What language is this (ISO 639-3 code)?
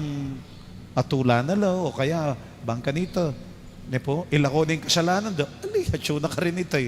pam